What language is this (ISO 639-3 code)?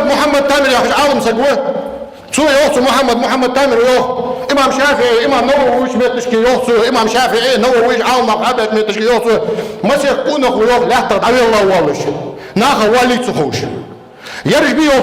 inh